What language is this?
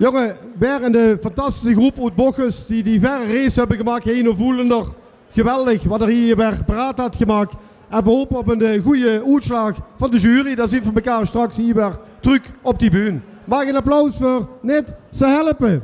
Limburgish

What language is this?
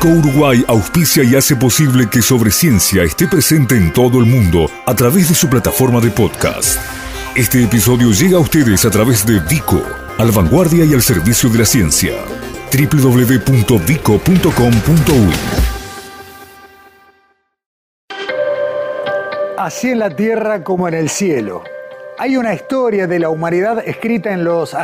Spanish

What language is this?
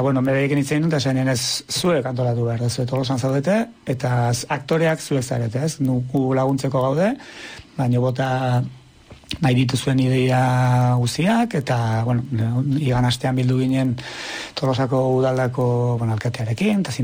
Basque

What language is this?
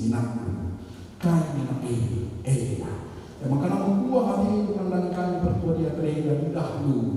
Batak Karo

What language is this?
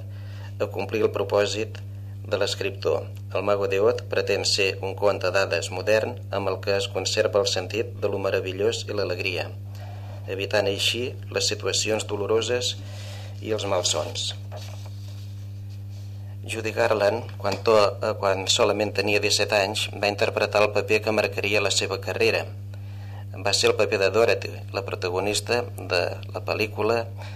Catalan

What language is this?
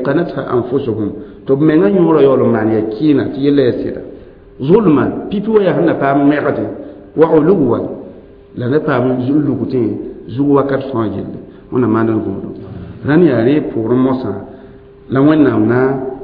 Mossi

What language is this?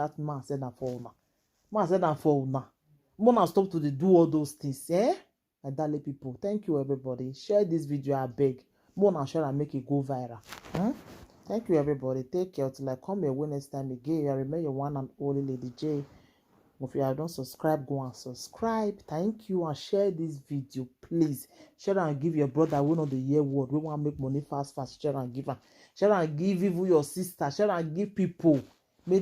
Nigerian Pidgin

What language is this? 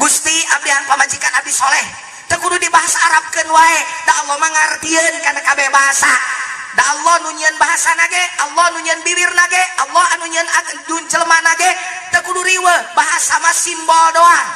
Sundanese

